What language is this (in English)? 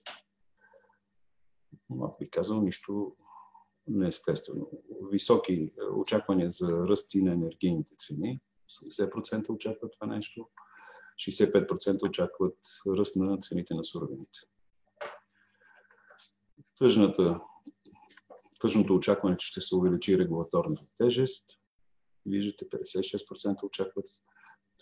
Bulgarian